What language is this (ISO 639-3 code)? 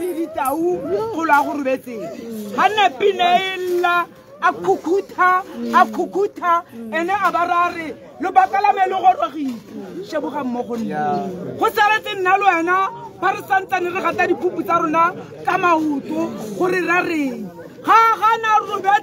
tsn